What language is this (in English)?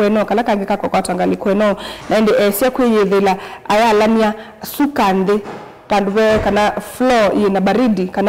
Kamba